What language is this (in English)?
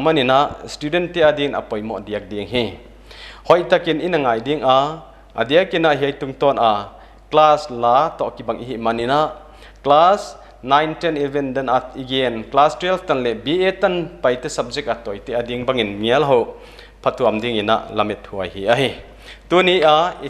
Paite Chin